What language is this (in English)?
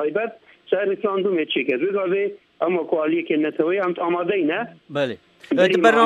Kurdish